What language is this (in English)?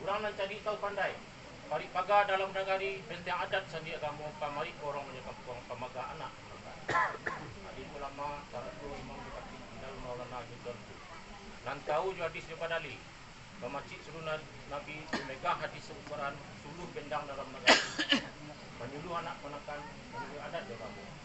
Minangkabau